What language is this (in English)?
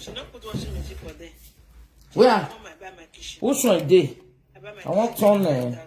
Nigerian Pidgin